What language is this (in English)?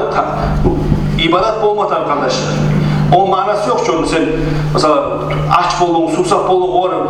Kumyk